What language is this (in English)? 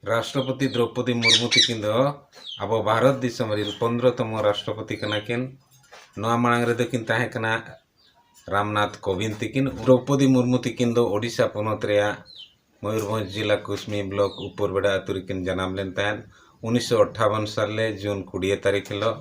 Santali